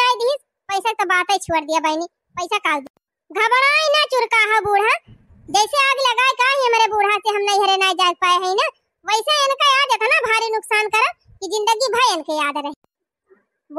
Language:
Awadhi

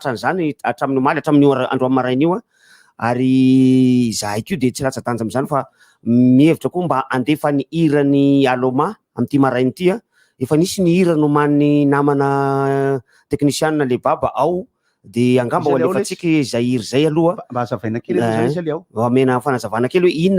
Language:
Malagasy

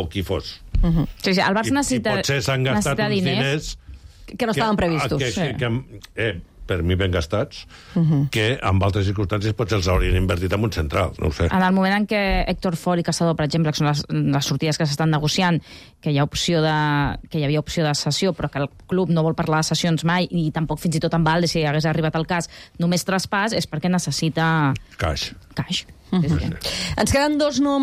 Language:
Catalan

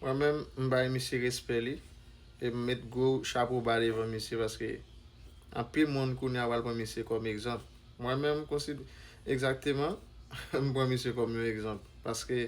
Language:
Haitian Creole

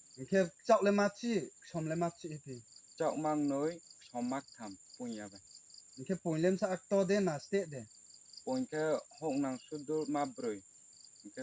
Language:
Riang (India)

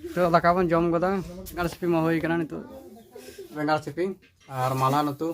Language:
Santali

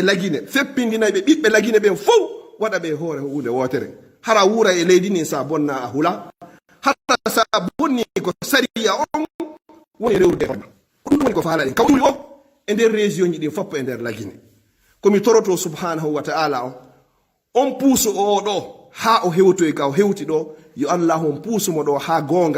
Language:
Fula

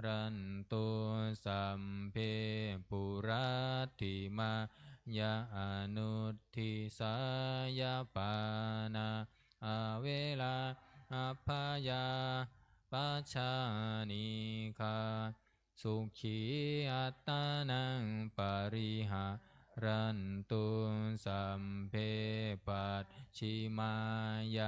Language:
Pali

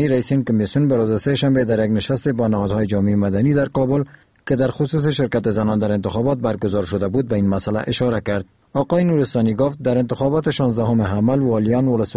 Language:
Persian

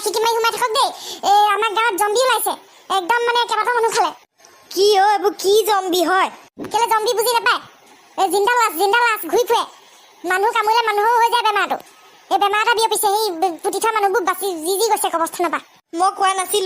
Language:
Assamese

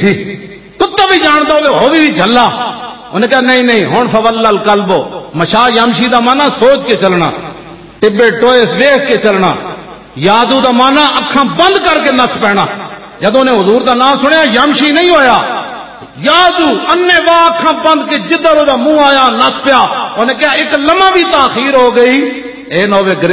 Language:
Western Panjabi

